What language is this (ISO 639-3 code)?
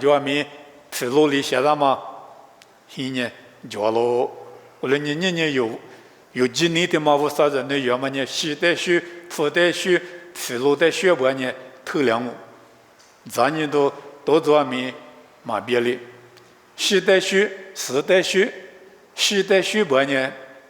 lis